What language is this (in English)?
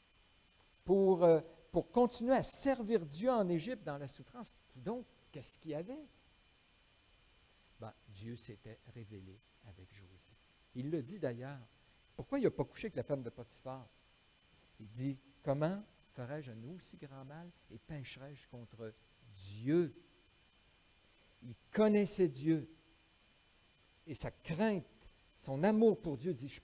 French